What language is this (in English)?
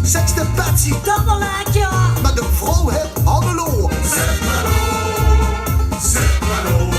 Limburgish